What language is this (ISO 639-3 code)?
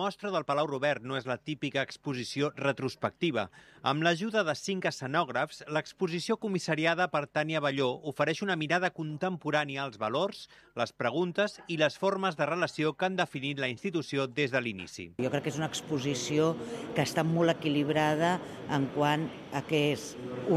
cat